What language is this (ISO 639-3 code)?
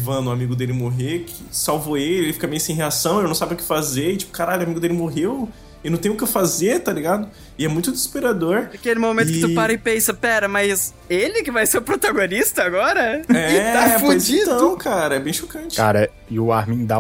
por